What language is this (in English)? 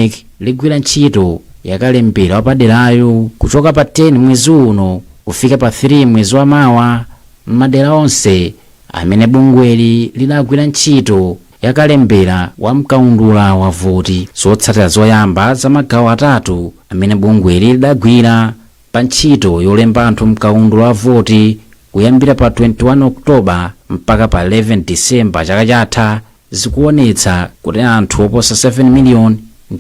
Nyanja